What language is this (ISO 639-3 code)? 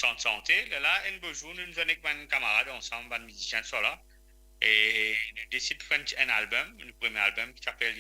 mfe